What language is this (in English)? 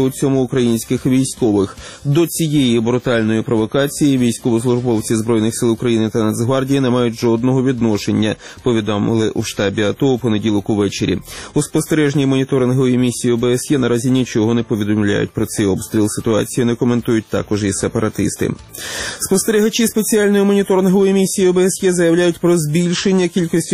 Ukrainian